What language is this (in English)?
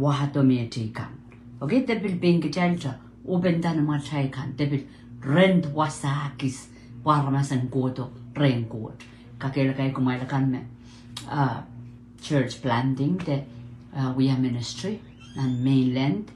Pohnpeian